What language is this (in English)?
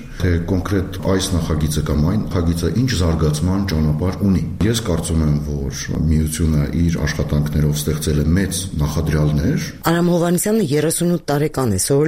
Armenian